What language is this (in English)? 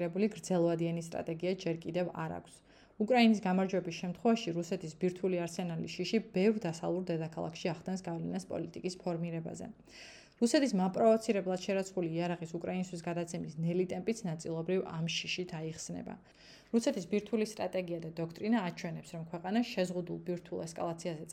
Georgian